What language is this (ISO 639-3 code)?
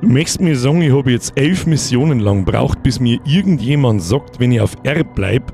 bar